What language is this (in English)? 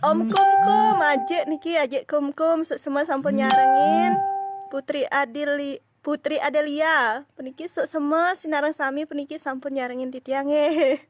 Balinese